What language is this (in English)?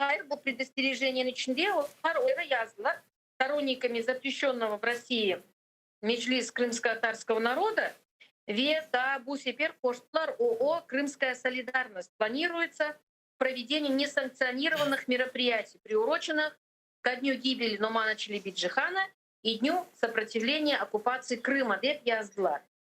Crimean Tatar